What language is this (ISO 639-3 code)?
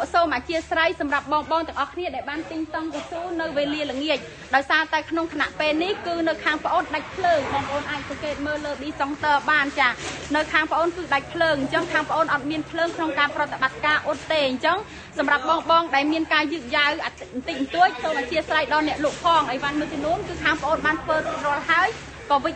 khm